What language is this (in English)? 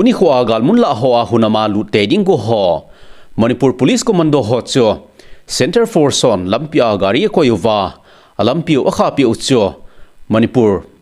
Thado Chin